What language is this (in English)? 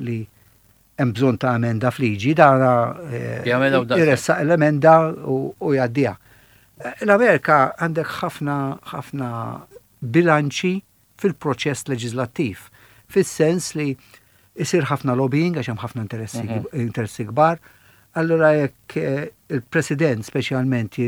Maltese